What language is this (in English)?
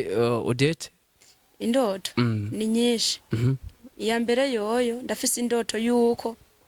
Rundi